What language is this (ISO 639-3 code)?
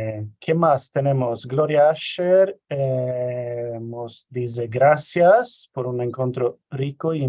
lad